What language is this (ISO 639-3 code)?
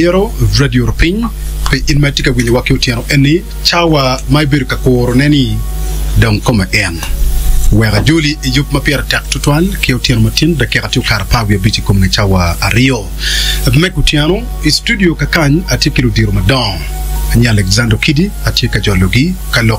ach